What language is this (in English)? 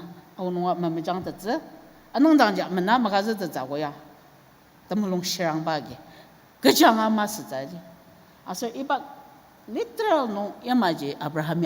Ao Naga